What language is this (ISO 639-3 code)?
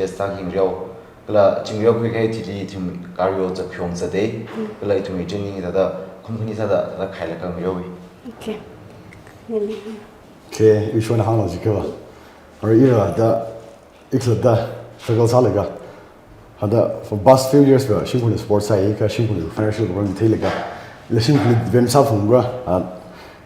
nmf